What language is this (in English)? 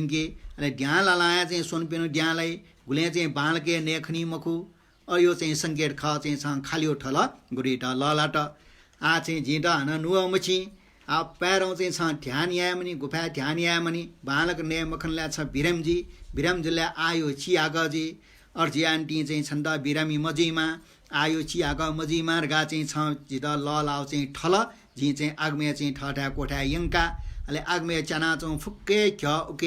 Newari